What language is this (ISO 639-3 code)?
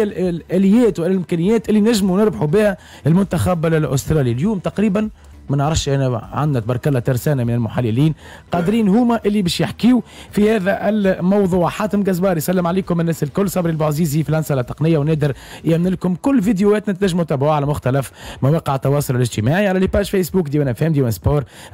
aeb